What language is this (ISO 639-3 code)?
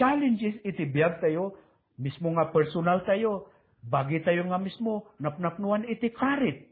ilo